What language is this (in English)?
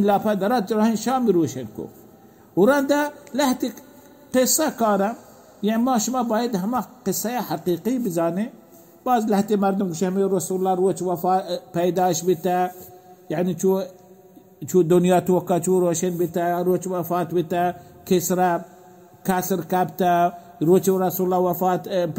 Baluchi